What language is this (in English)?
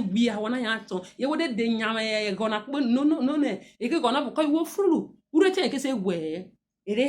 Urhobo